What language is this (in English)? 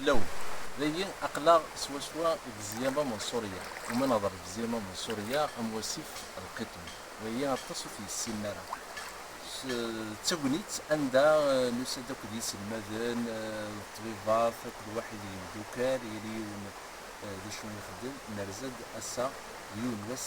Kabyle